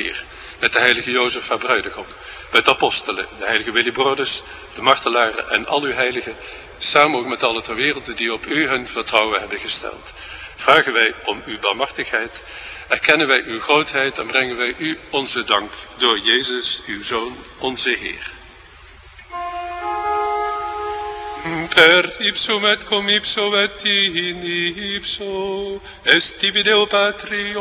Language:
Dutch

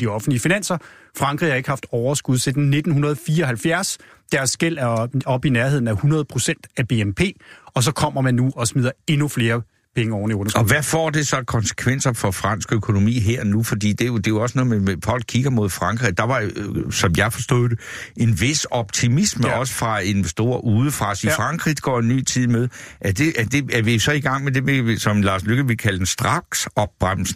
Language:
Danish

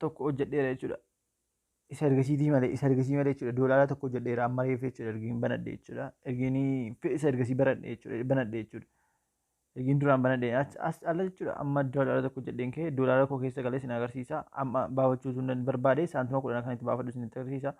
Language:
Oromo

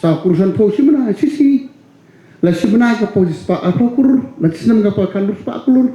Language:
Khasi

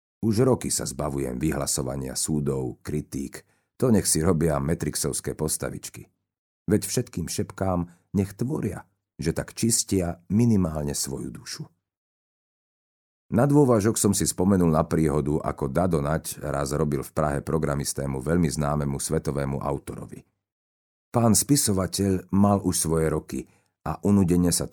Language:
Slovak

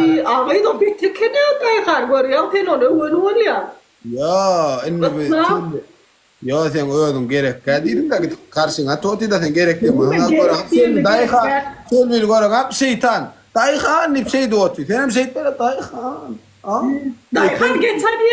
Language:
Turkmen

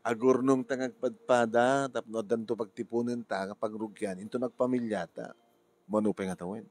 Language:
Iloko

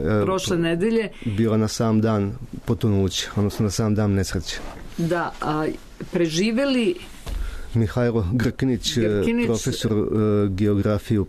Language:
Serbian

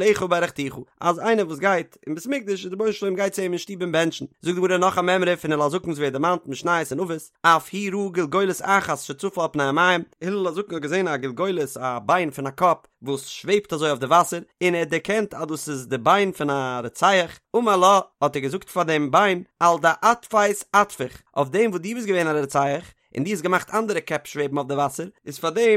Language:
Yiddish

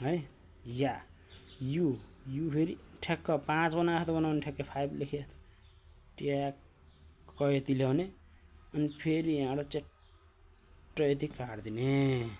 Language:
Nepali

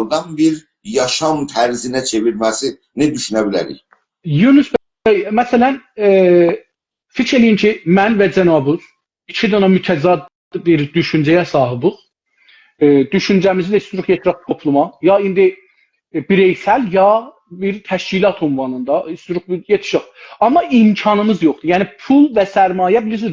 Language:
South Azerbaijani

